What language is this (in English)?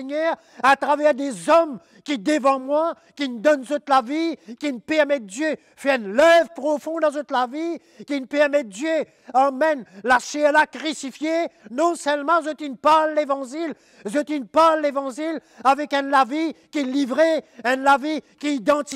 Morisyen